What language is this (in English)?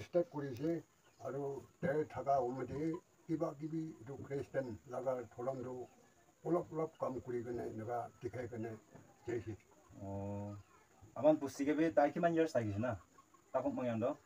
Naga Pidgin